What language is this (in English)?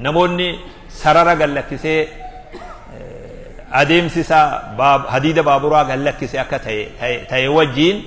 Oromo